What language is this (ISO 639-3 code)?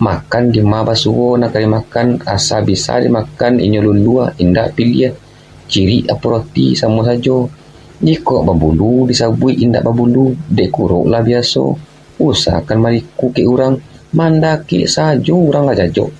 min